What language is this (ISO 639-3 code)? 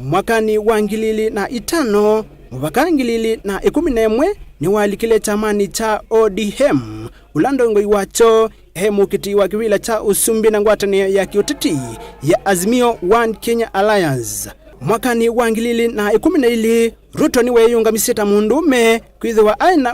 kam